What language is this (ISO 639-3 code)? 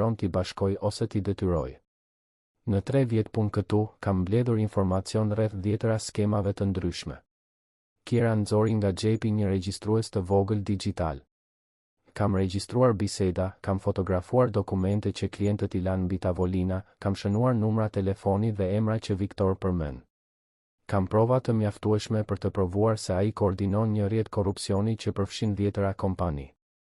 sqi